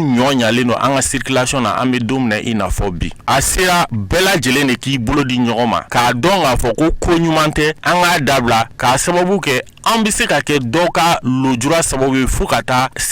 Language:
Bambara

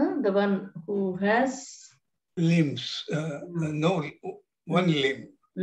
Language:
Sanskrit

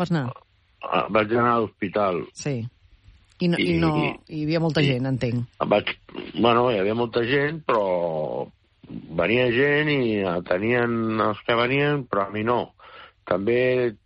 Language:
Catalan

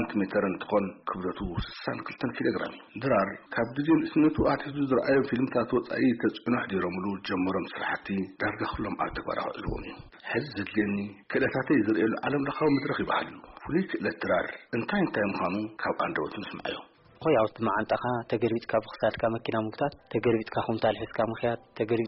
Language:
Tigrinya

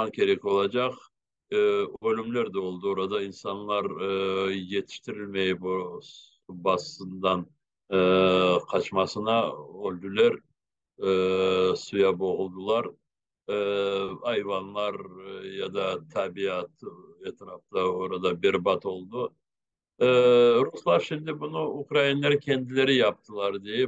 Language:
Crimean Tatar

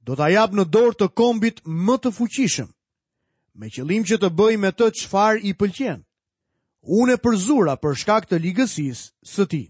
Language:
Albanian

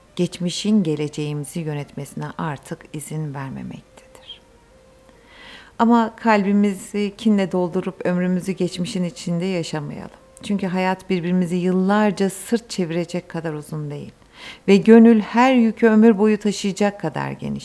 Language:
Turkish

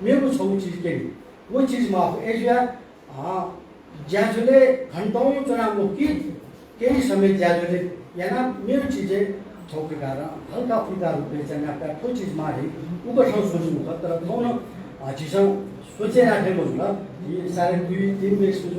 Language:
Newari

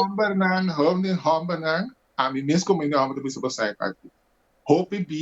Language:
Papiamento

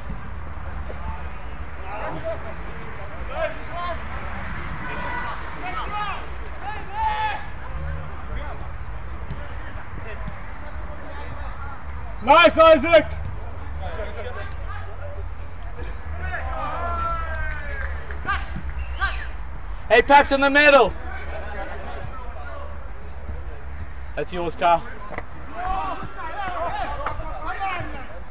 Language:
English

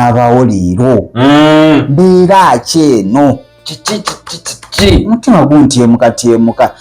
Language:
Ganda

